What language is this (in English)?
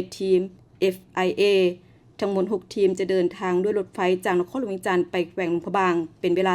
Lao